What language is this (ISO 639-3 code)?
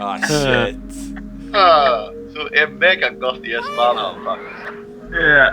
fao